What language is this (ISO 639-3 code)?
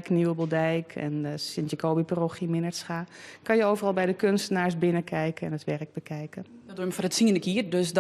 fry